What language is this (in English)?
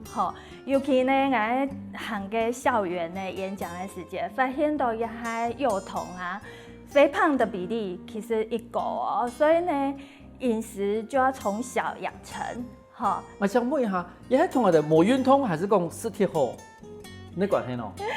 Hakka Chinese